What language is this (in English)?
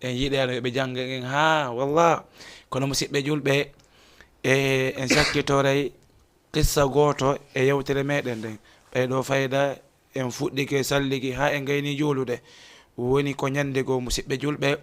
Fula